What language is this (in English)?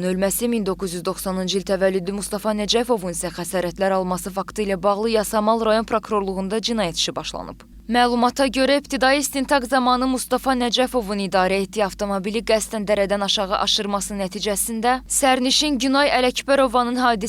Azerbaijani